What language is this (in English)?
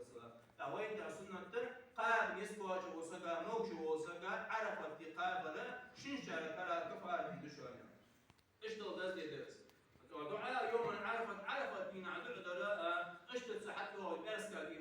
Ingush